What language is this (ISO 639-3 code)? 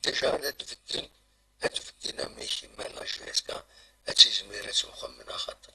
kab